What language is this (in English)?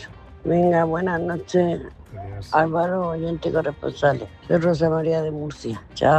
Spanish